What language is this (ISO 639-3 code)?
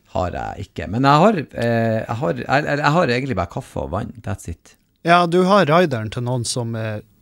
nor